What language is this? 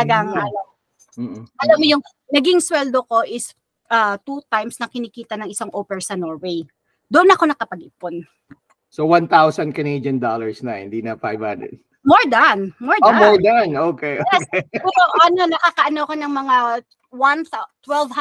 Filipino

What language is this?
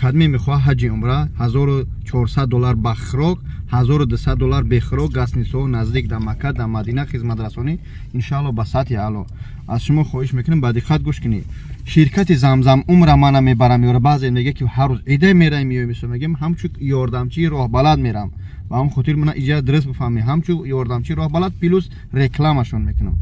Tajik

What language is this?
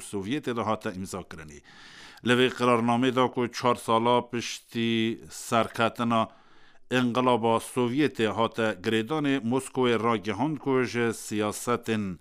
Kurdish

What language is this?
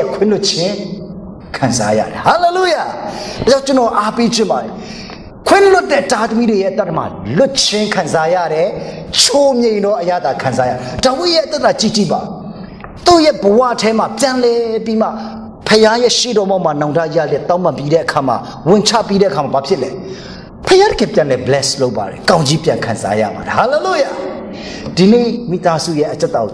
Burmese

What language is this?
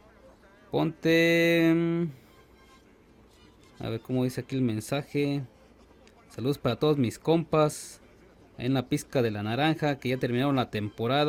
Spanish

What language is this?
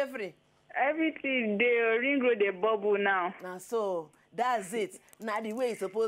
Nigerian Pidgin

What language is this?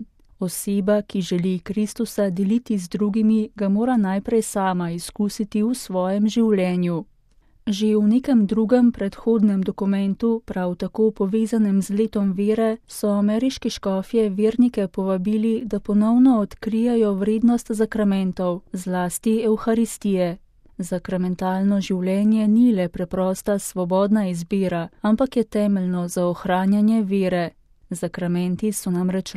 Slovenian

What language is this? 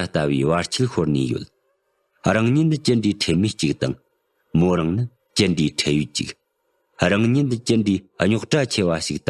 Tibetan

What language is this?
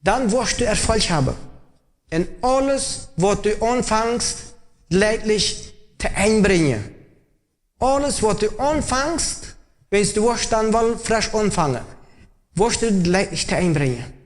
Plautdietsch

